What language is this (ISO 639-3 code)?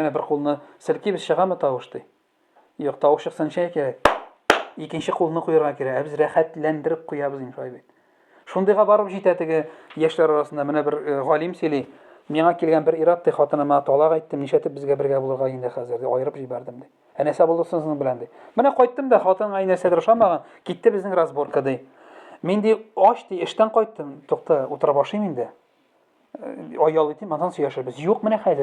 tat